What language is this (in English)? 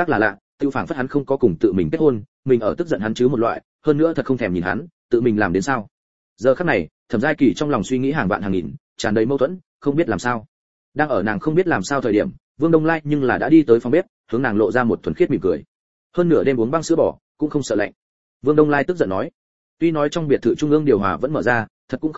Vietnamese